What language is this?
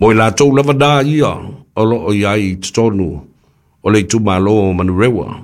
Samoan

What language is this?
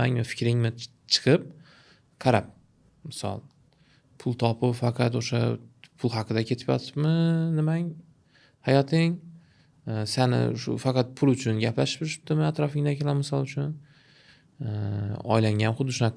Uzbek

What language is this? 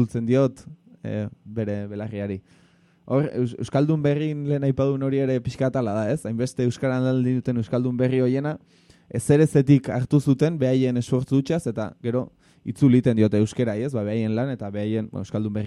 Basque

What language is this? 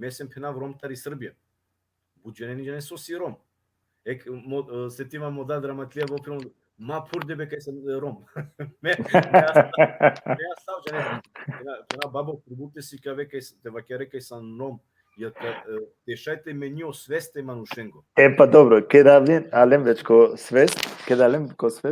Balkan Romani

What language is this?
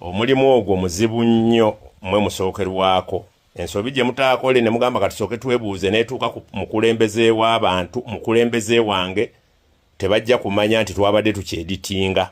Ganda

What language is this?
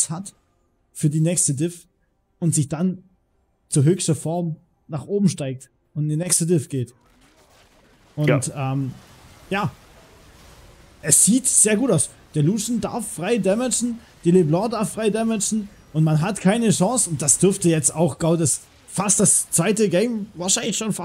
German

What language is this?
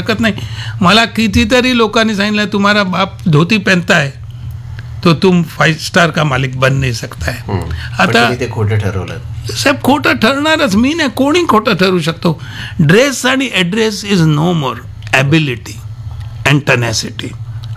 Marathi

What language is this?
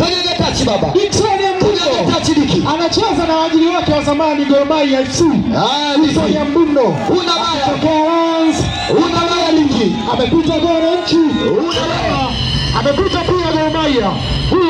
Swahili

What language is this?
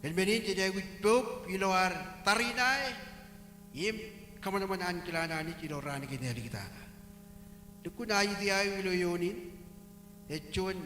Marshallese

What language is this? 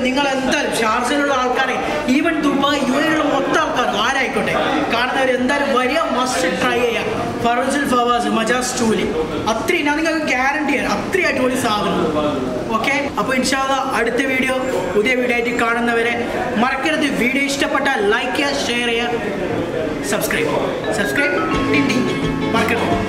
Malayalam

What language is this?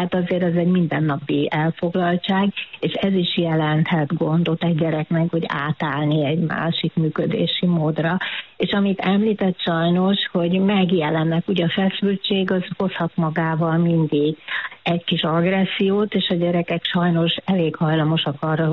Hungarian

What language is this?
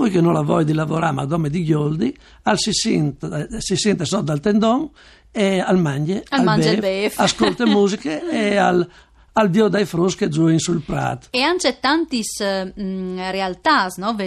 Friulian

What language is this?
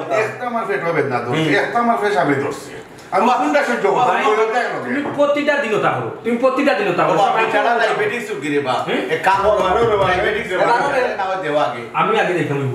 Sylheti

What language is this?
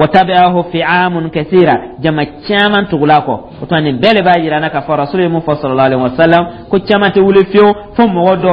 Dyula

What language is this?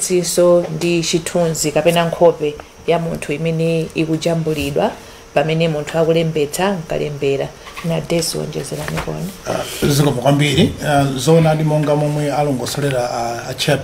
Nyanja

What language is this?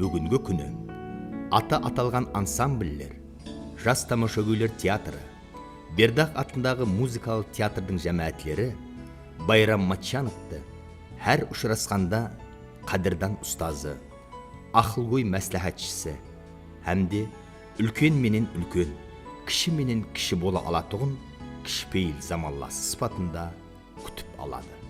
Kara-Kalpak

